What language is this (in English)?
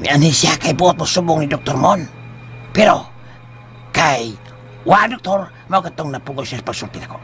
Cebuano